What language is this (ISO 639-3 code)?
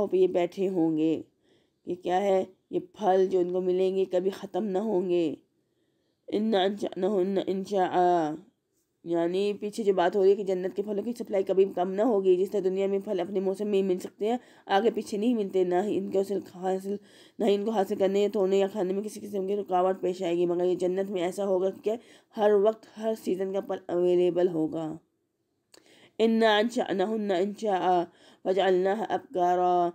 urd